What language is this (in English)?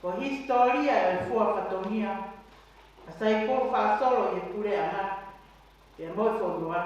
Tongan